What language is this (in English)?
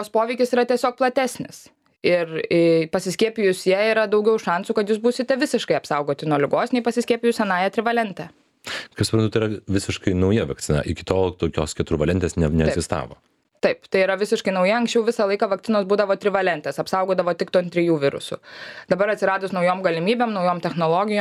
Lithuanian